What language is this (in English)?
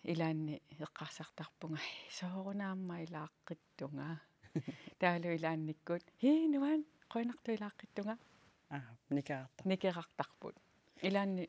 Kalaallisut